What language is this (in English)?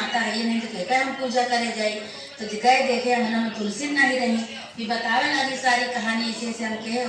Awadhi